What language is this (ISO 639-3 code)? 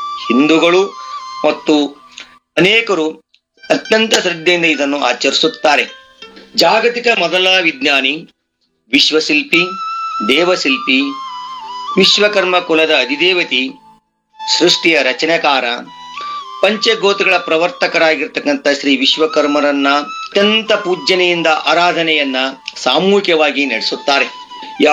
kan